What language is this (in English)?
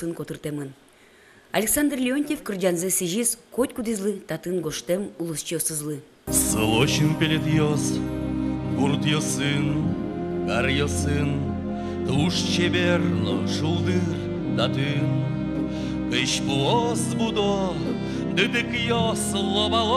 Udmurt